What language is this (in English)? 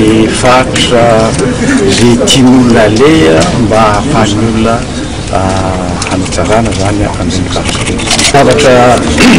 Malagasy